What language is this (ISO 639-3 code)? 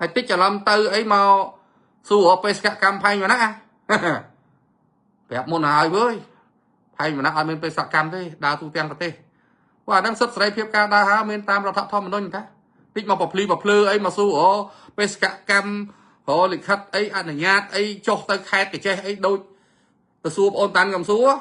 khm